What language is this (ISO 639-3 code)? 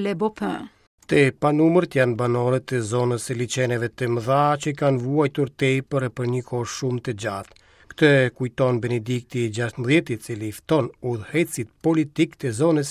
sqi